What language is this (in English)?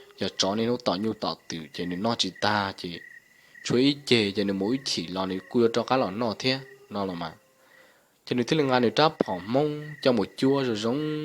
Hmong